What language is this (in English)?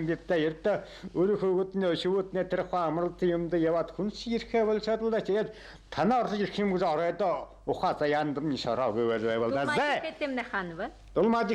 Buriat